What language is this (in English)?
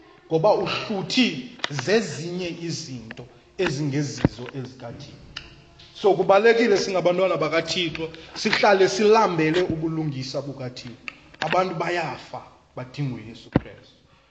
Xhosa